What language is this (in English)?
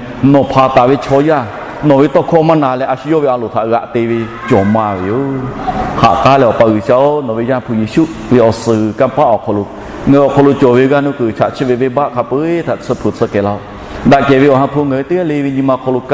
Lahu